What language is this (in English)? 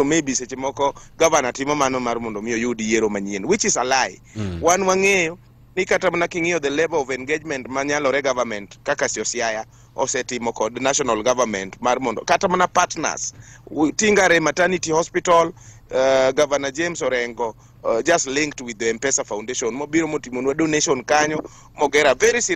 Luo (Kenya and Tanzania)